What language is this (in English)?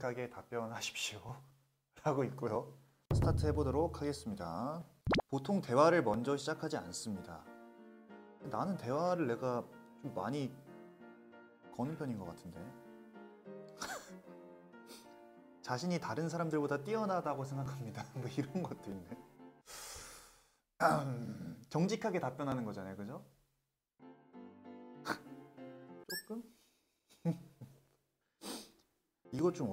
Korean